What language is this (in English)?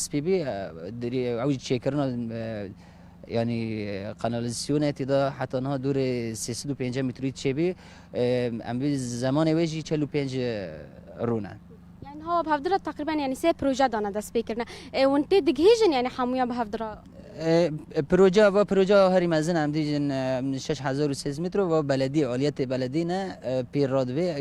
Kurdish